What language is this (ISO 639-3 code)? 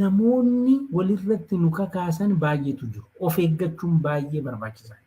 orm